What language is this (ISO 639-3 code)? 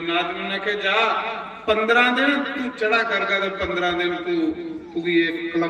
doi